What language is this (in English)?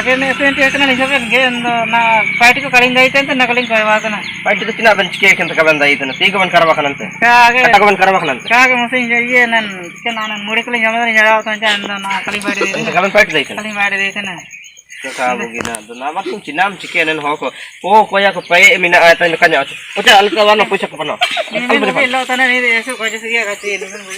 Ho